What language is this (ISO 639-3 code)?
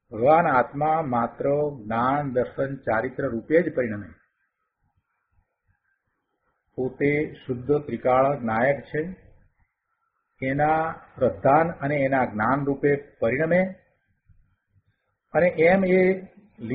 guj